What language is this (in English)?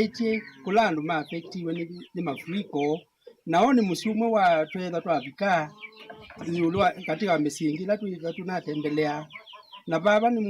Kamba